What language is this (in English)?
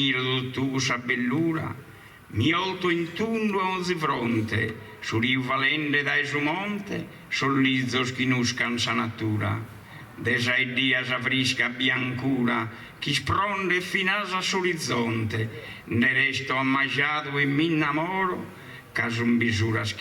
Sardinian